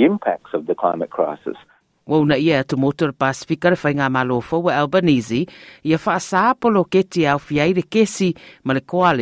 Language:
Samoan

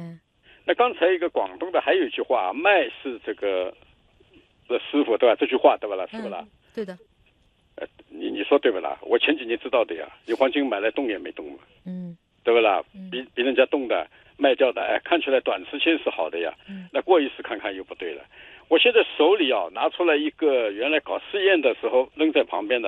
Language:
Chinese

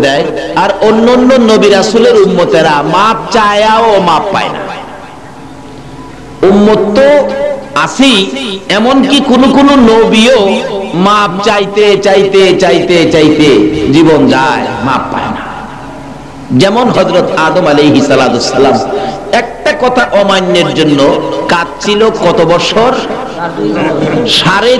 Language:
Bangla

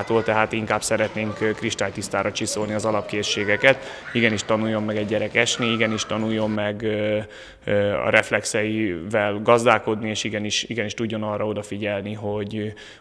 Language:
Hungarian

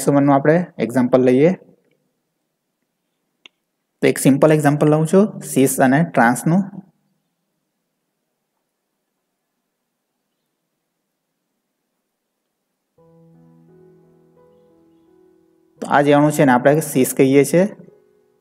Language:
Gujarati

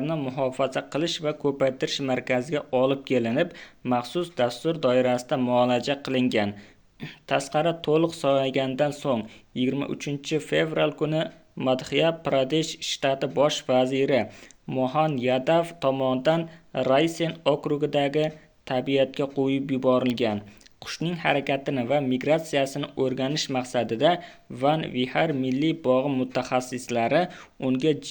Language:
Uzbek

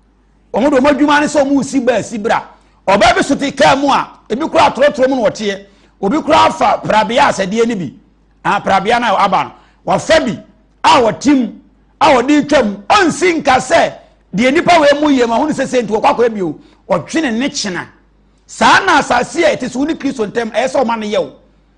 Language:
Akan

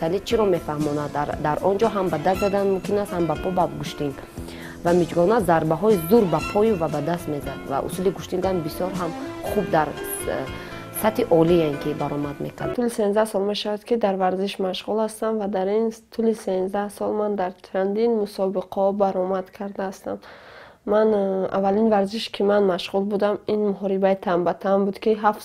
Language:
Tajik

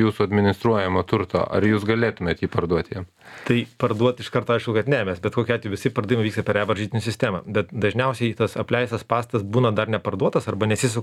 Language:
Lithuanian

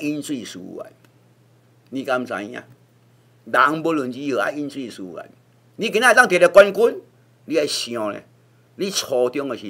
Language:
Min Nan Chinese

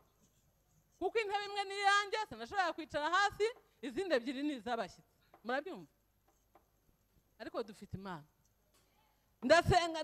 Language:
Kinyarwanda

